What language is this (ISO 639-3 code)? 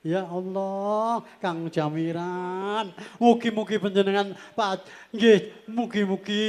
jav